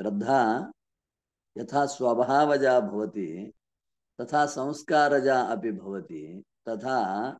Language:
Sanskrit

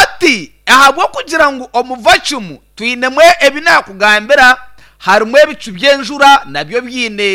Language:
Nyankole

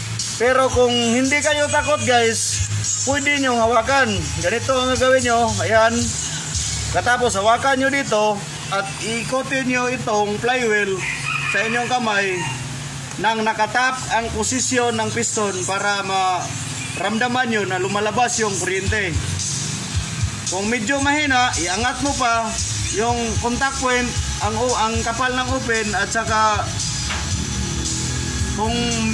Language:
Filipino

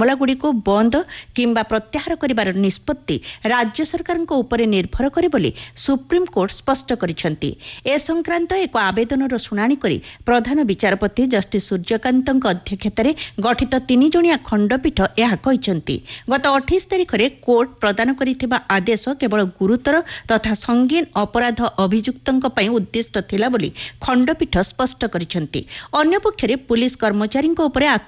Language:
Odia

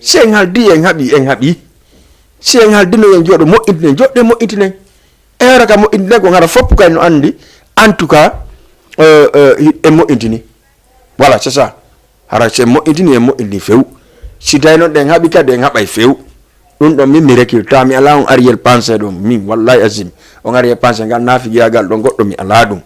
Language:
Fula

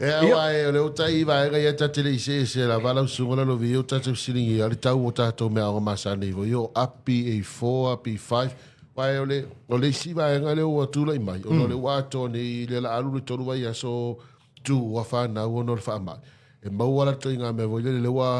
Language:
Samoan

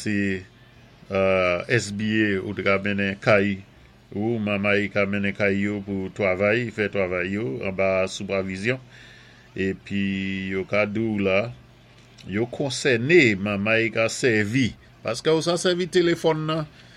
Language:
Saint Lucian Creole French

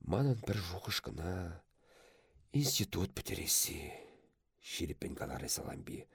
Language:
Chuvash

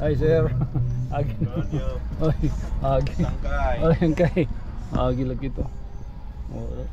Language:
Waray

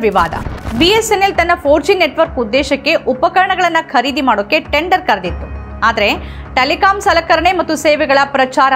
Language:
Kannada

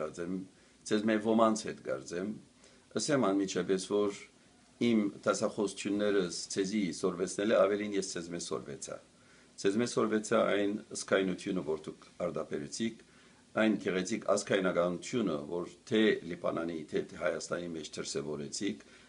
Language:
Western Armenian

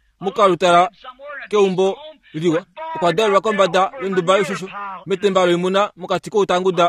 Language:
Kuanyama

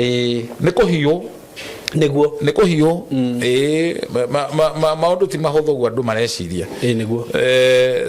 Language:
Kikuyu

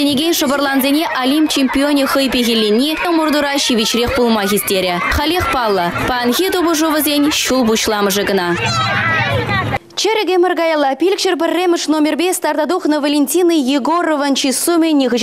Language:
Chuvash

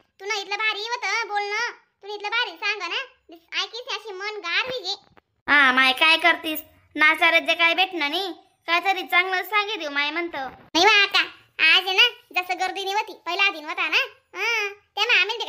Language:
Khandesi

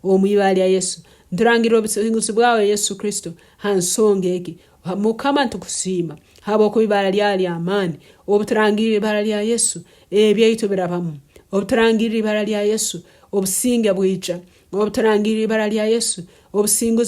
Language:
Nyankole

